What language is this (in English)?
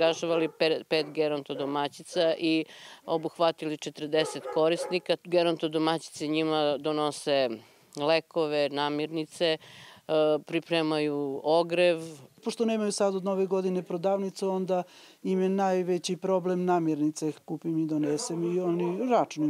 Serbian